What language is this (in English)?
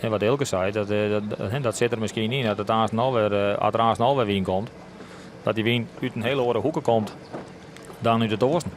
Western Frisian